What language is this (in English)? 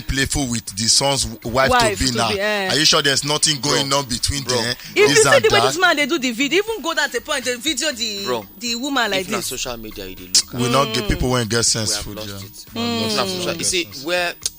Nigerian Pidgin